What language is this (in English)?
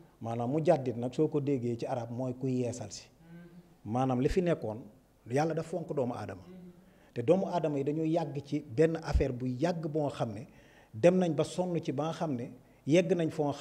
Wolof